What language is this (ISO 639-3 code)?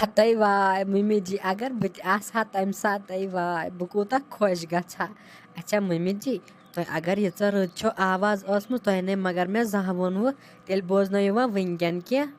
kas